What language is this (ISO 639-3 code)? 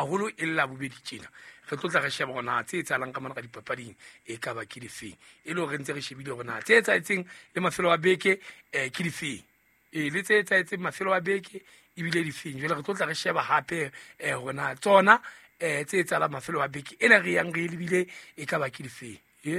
sot